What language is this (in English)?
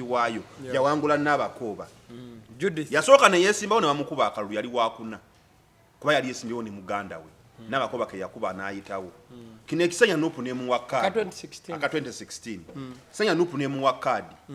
Ganda